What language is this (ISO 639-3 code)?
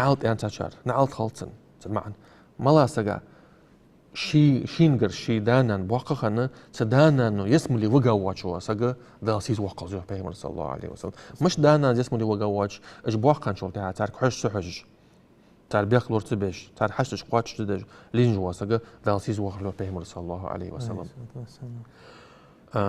inh